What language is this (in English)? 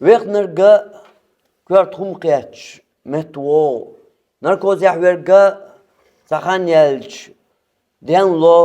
Chechen